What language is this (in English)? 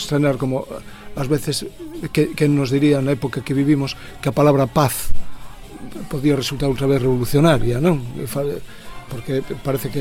Galician